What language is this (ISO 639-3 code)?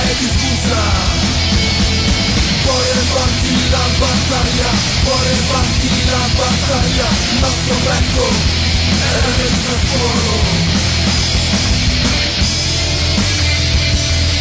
ita